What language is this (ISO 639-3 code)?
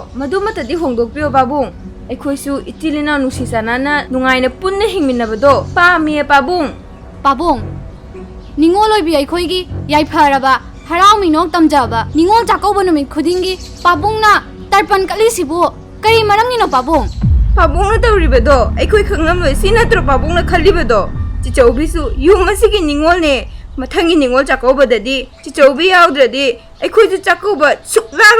mni